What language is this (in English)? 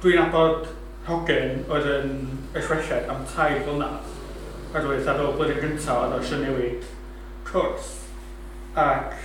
Welsh